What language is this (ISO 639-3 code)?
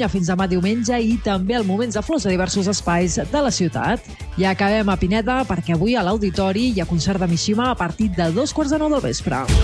cat